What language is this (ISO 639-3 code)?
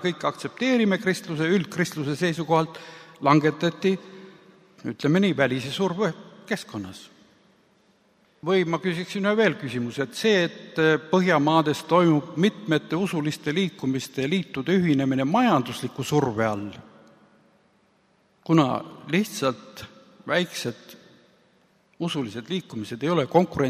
est